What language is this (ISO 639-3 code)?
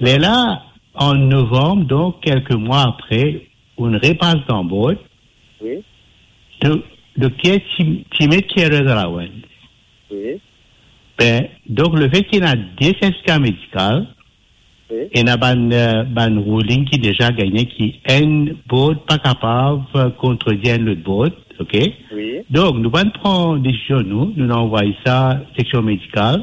mfe